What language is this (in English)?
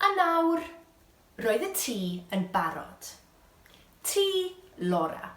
Welsh